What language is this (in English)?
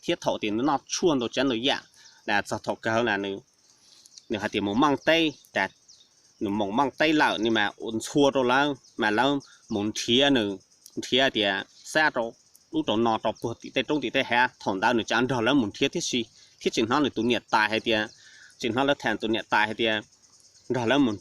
Hmong